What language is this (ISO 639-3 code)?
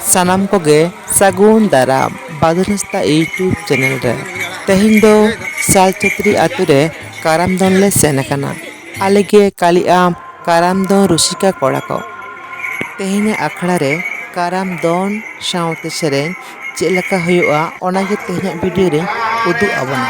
sat